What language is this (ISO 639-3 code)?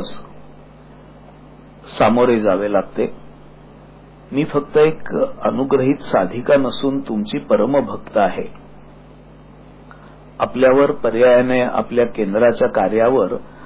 mar